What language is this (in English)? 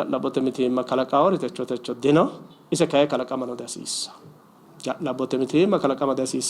Sidamo